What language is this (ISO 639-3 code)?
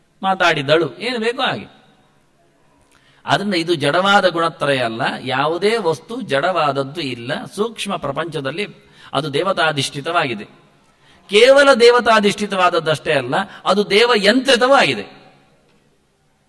kan